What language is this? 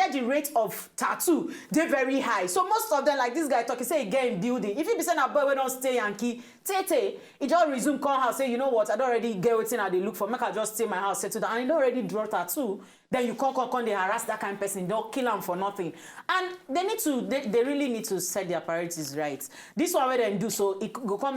Nigerian Pidgin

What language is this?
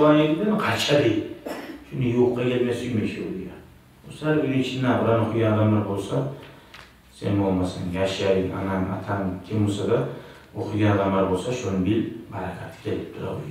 Kumyk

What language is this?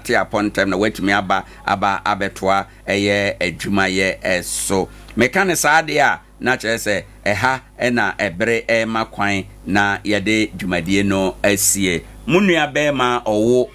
Akan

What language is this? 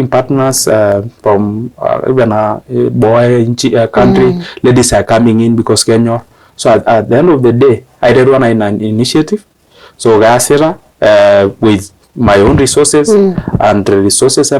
Masai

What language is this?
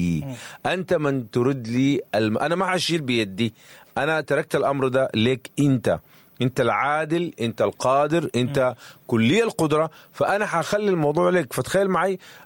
Sudanese Arabic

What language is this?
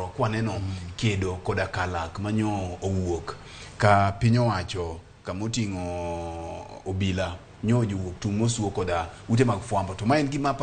Luo (Kenya and Tanzania)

